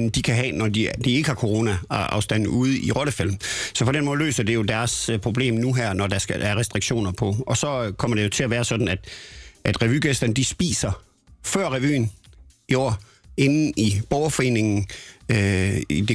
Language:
Danish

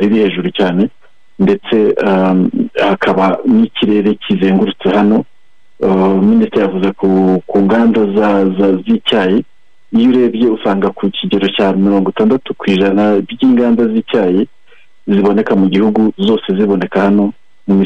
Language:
Kinyarwanda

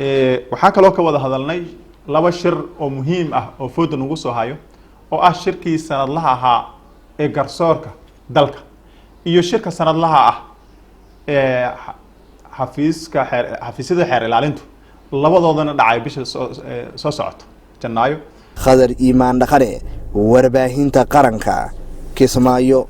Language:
Somali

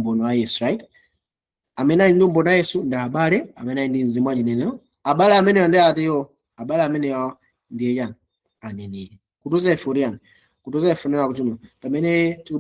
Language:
Nyanja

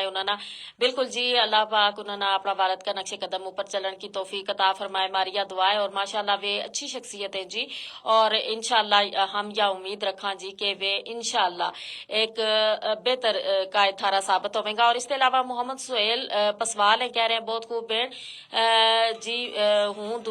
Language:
Gujari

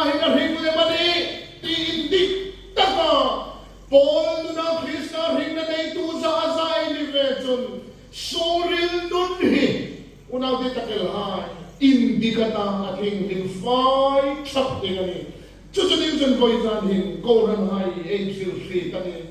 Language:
Hmar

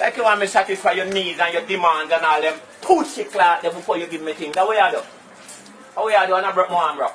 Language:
Jamaican Creole English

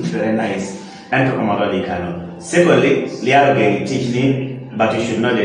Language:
Kumam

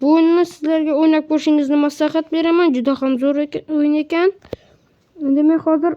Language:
Uzbek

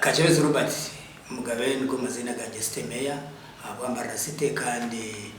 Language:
Nyankole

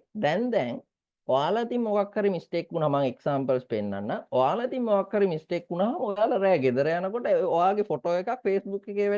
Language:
Sinhala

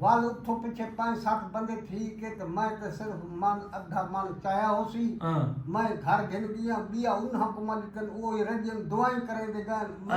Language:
Saraiki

